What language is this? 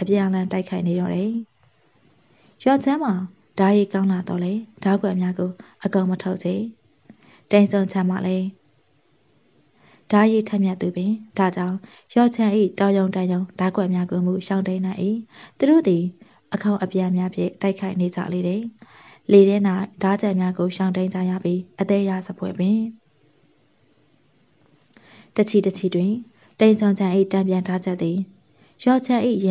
Burmese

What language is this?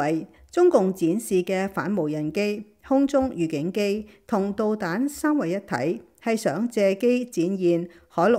Cantonese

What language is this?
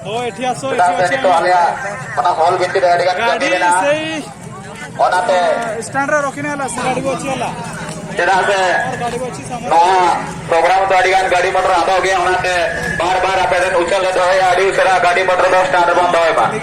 Santali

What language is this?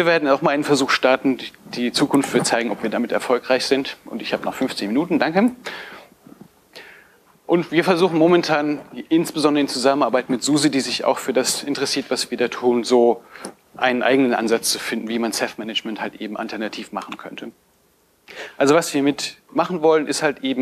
German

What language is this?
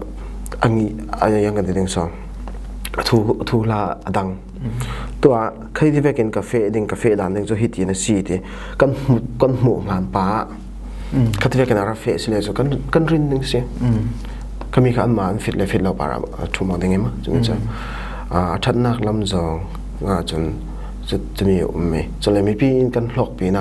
Falam Chin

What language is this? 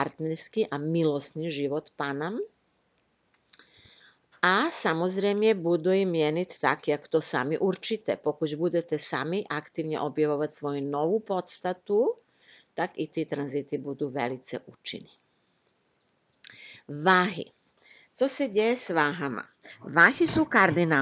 Czech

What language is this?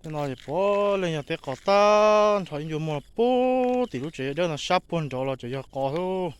Hmong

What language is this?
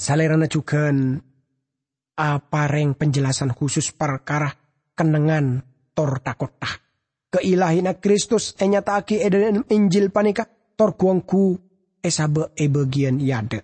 Madurese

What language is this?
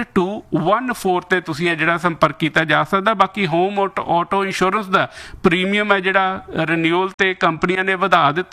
Punjabi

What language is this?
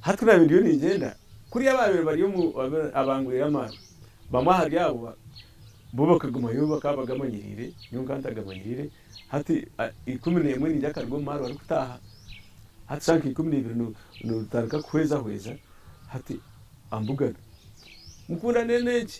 Nyankole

